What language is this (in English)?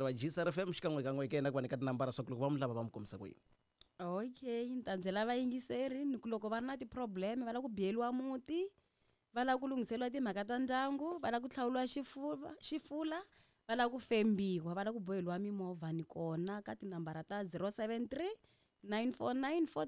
Tsonga